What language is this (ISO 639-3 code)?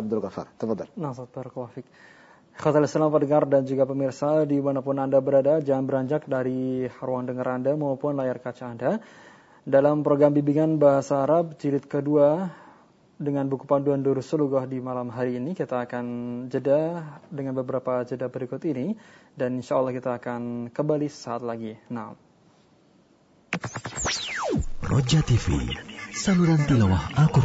ind